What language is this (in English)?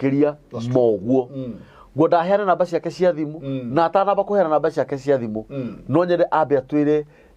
Kikuyu